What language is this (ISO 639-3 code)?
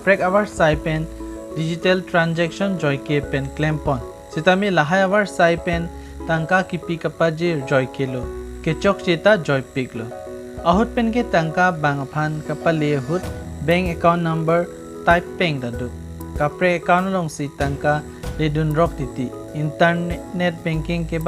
mjw